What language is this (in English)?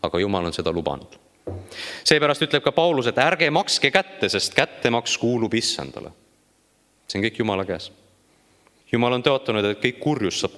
Estonian